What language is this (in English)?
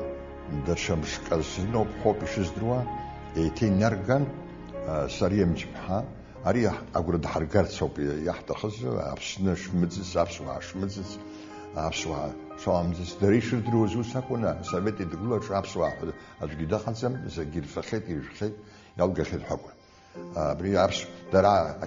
Abkhazian